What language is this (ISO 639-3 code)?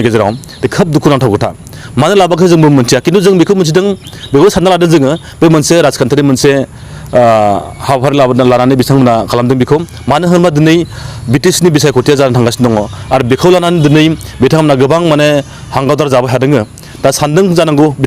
brx